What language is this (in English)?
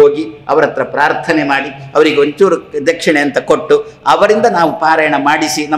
Kannada